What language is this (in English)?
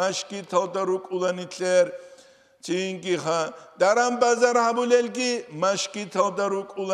Avaric